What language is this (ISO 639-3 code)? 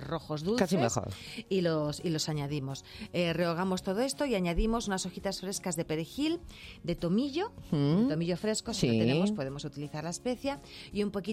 spa